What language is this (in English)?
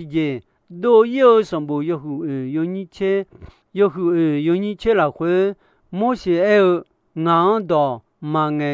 Akha